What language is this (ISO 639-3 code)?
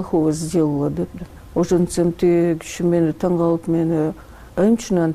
kir